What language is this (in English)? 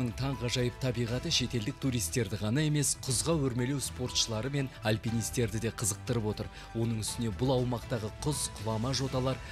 Kazakh